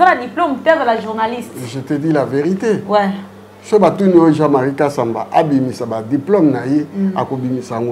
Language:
Lingala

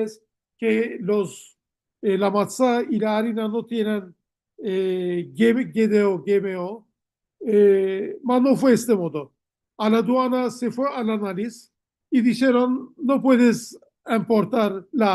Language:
Ladino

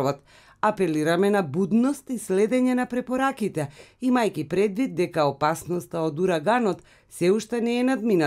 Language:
Macedonian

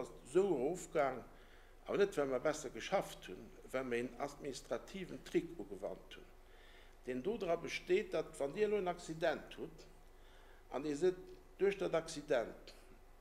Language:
Luxembourgish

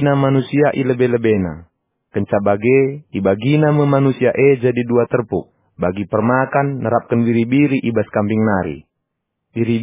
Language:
Batak Karo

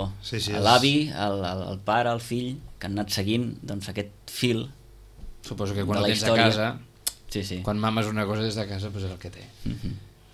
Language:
Catalan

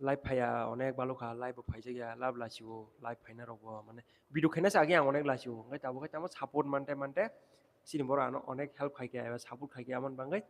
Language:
Kok Borok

